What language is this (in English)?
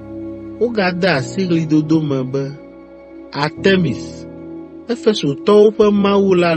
Ewe